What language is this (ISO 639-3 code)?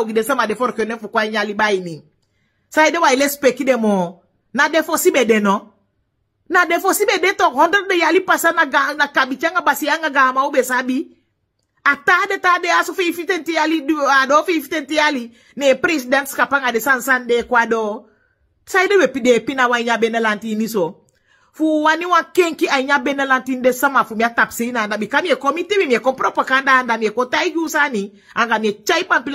srn